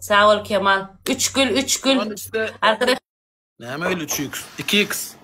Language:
Turkmen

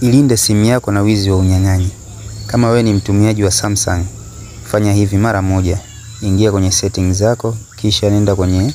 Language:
Swahili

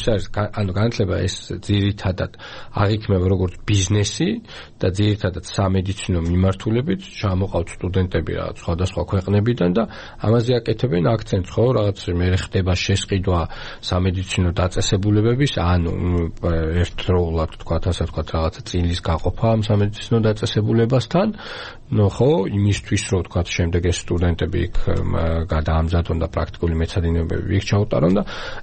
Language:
Georgian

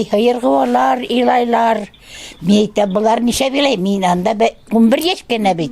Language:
Bashkir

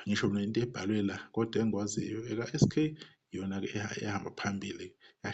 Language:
Zulu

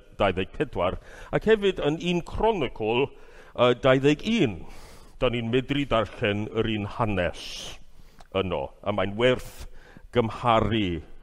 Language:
Welsh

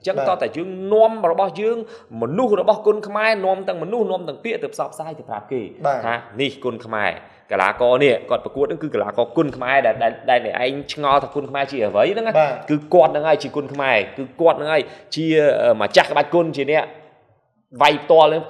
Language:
Khmer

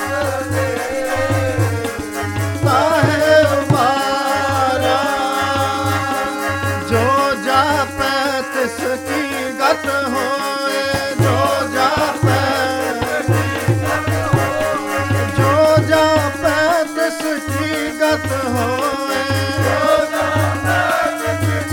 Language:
Punjabi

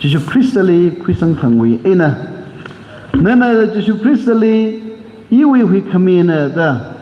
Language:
Tangkhul Naga (India)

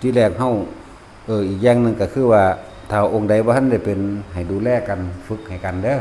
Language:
Northeastern Thai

